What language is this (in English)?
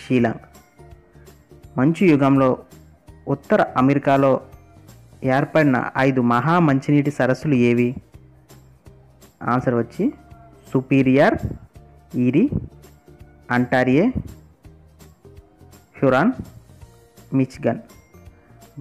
Telugu